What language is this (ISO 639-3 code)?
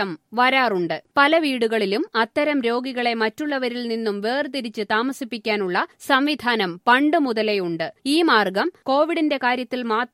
mal